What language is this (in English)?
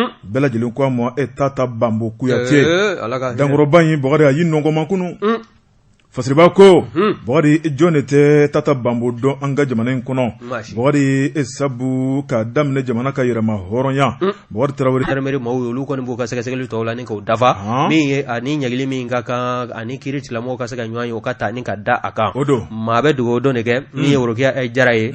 Bambara